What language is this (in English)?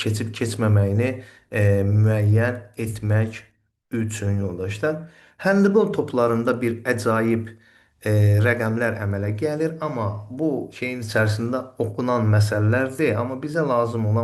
Azerbaijani